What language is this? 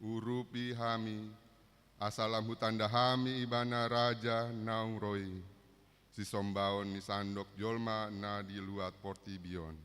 Batak Toba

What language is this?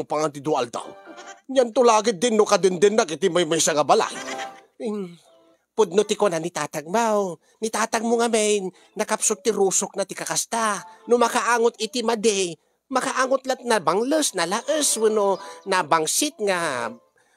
Iloko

